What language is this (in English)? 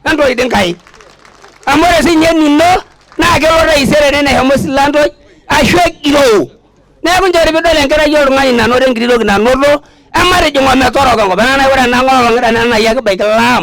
Masai